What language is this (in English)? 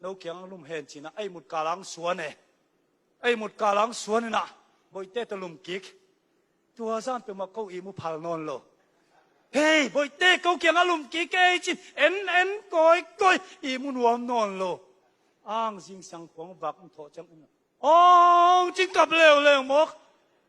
Tedim Chin